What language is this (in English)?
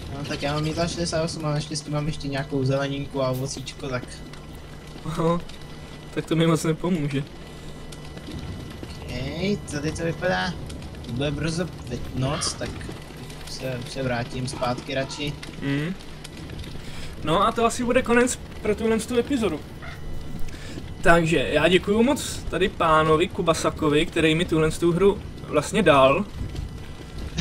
Czech